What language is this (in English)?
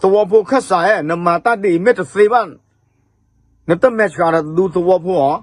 S'gaw Karen